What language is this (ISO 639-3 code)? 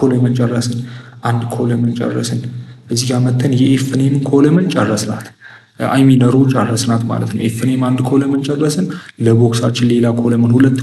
amh